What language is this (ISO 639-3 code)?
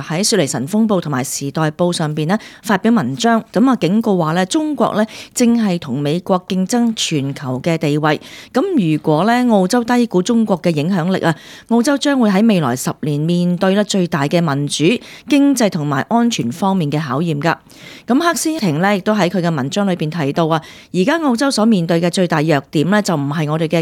yue